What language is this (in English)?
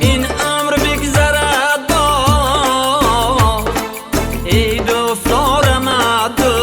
Tajik